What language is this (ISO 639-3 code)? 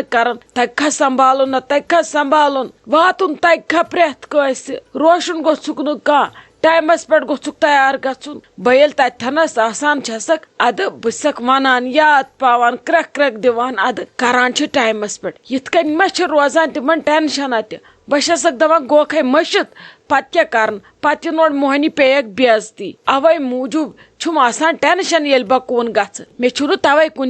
kas